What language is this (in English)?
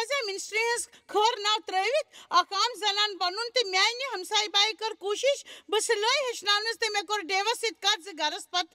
Kashmiri